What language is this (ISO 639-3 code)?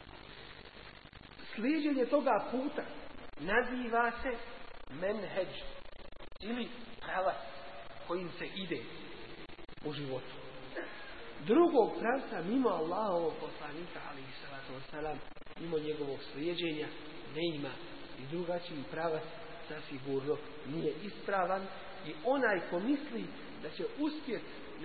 bos